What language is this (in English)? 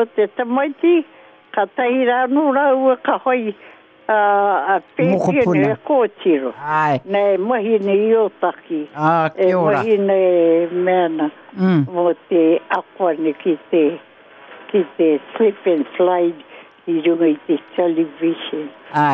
Māori